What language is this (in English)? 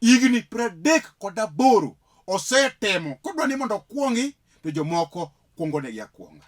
Luo (Kenya and Tanzania)